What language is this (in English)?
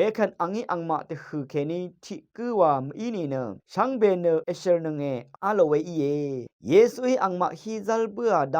Rawang